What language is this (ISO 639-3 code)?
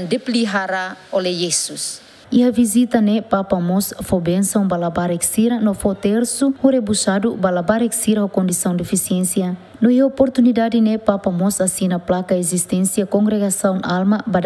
tet